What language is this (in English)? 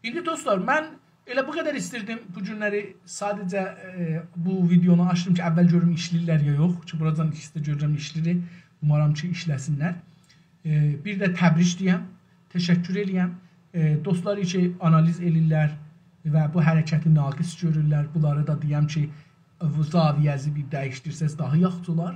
South Azerbaijani